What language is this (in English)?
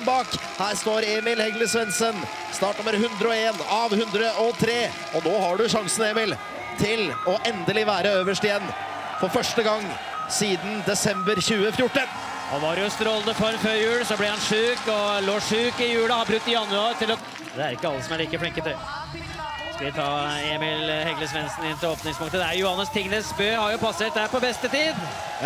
Norwegian